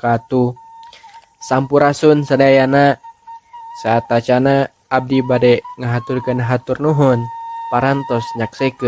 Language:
Sundanese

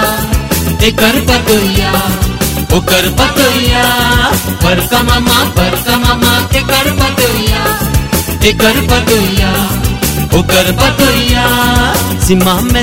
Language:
Bhojpuri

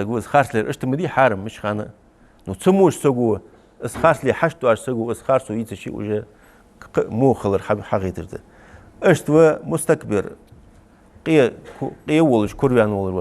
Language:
Ingush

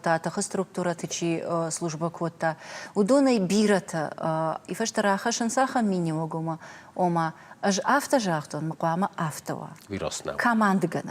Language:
Ossetic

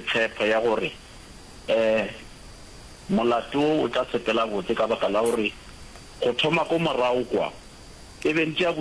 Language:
Northern Sotho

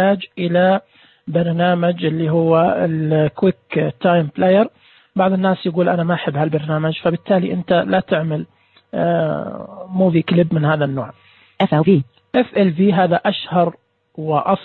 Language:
Najdi Arabic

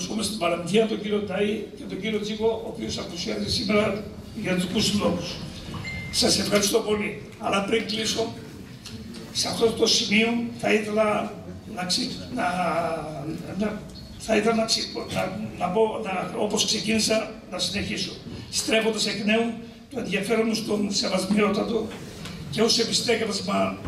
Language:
Greek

